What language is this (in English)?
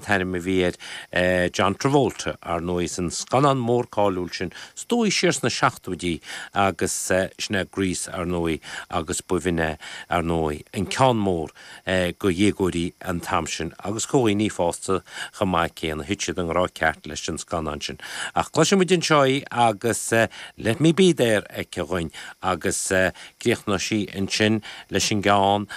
Irish